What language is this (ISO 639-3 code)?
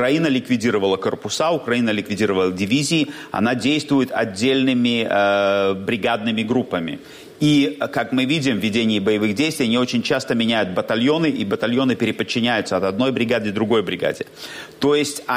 rus